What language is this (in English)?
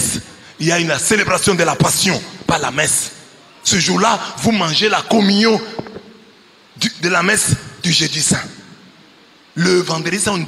French